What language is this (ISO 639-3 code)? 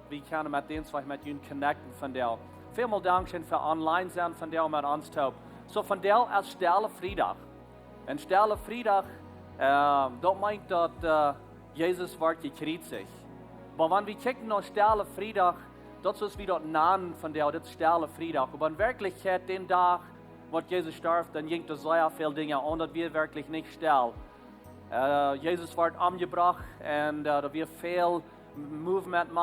pdt